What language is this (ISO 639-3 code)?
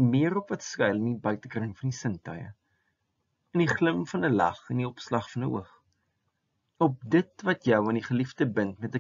afr